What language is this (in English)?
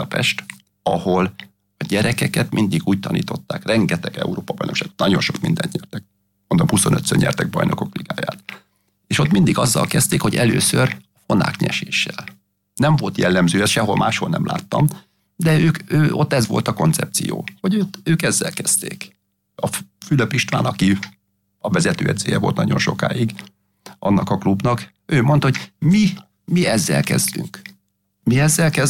Hungarian